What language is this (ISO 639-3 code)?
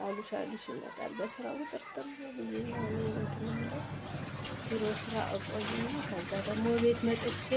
amh